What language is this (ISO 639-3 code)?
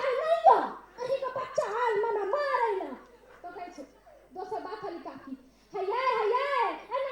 mai